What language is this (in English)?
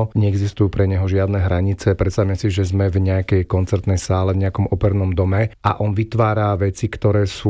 Slovak